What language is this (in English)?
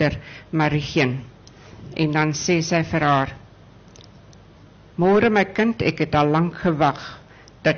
Afrikaans